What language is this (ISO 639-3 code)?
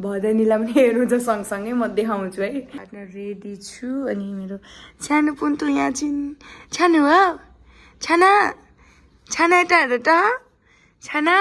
nep